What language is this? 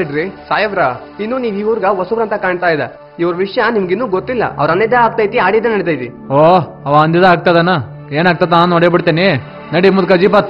Kannada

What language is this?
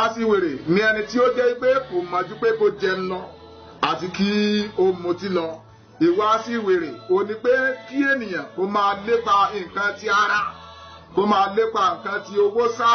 Yoruba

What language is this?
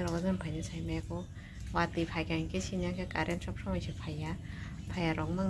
Kok Borok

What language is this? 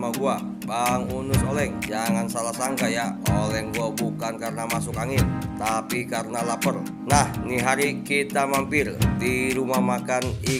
Betawi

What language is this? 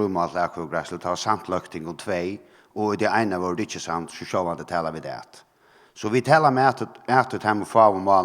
Faroese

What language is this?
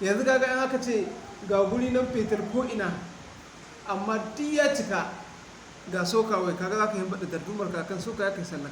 Hausa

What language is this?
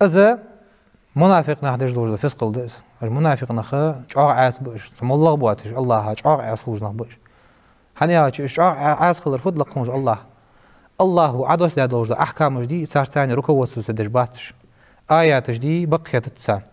Ingush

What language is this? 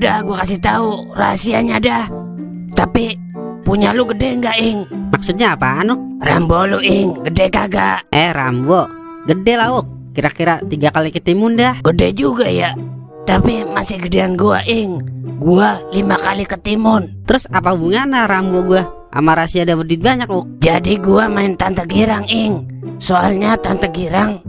Betawi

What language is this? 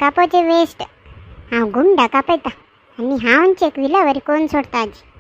Konkani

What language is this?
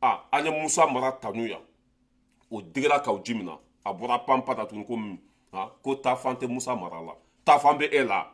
Bambara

